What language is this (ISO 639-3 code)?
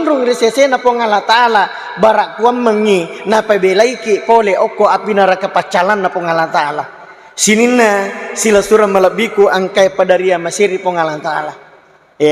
bug